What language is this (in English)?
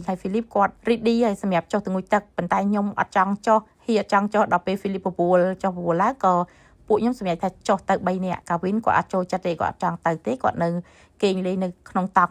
Khmer